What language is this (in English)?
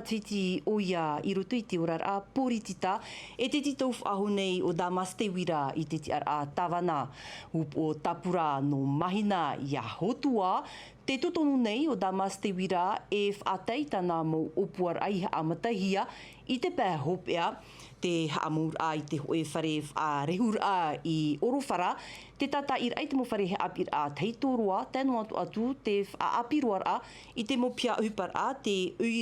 Tahitian